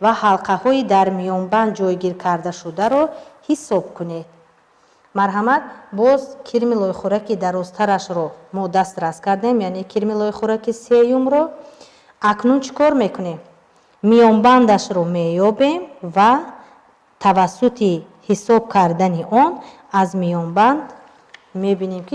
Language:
Tajik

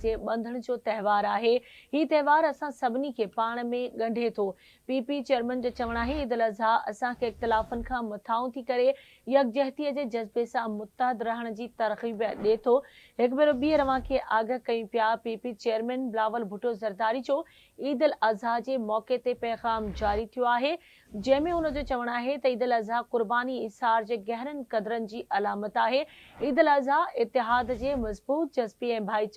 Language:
Sindhi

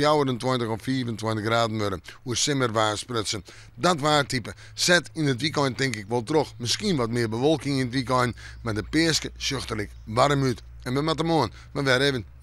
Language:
Western Frisian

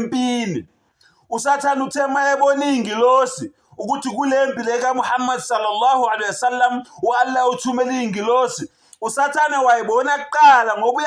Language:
Zulu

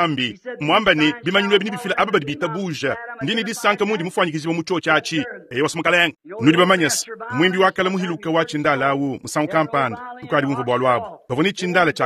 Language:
Luba-Lulua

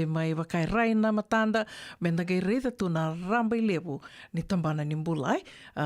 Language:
Fijian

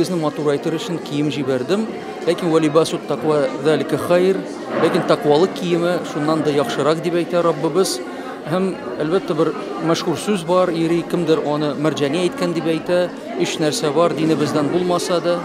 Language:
Tatar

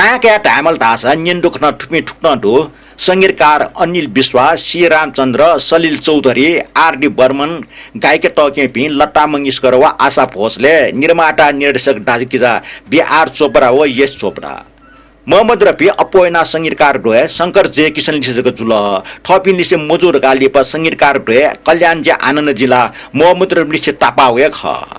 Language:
Newari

